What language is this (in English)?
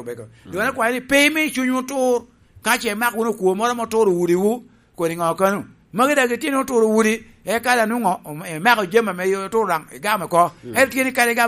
Lango (Uganda)